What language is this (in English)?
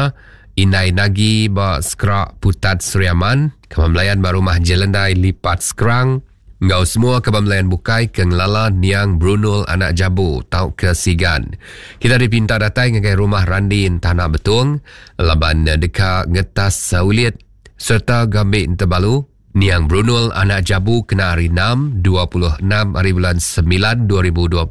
Iban